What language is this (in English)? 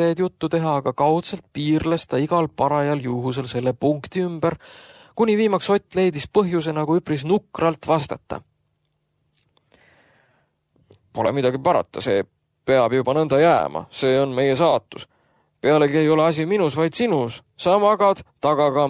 Estonian